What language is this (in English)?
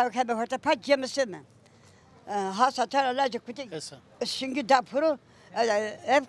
Zaza